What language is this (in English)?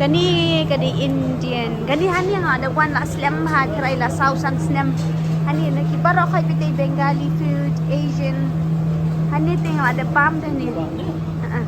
Khasi